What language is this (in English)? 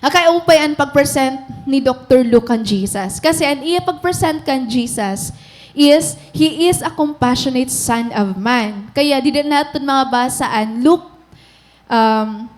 Waray